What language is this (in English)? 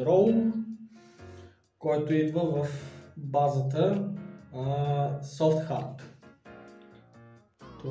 Bulgarian